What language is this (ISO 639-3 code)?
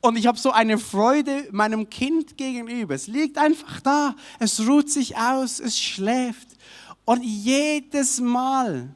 gsw